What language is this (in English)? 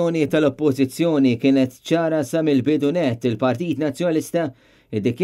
Maltese